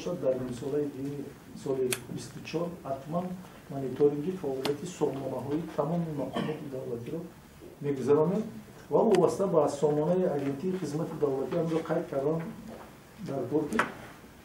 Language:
Tajik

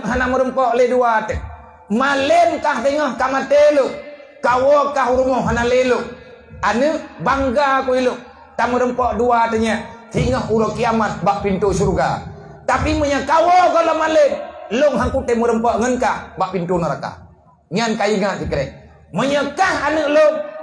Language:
Achinese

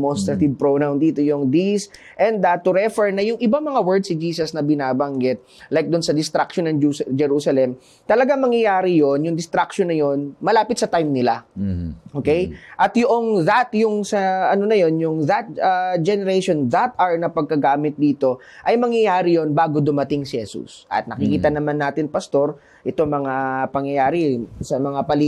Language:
Filipino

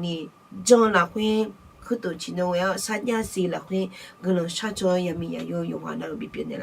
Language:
Akha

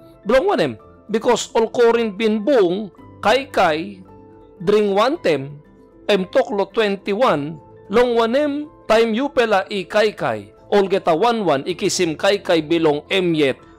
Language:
Tok Pisin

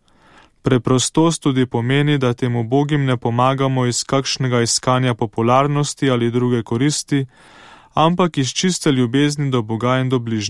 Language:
Slovenian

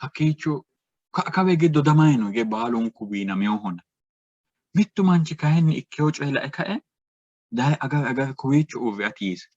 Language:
Sidamo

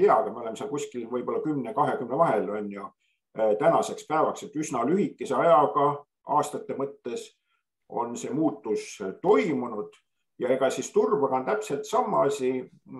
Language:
Estonian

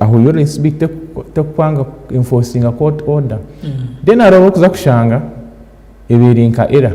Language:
Nyankole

